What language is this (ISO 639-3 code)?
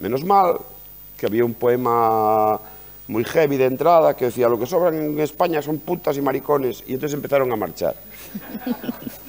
glg